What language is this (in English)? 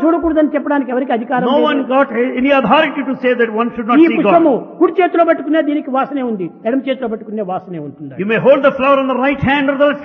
Telugu